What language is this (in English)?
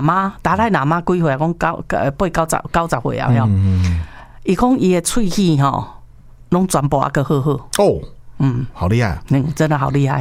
Min Nan Chinese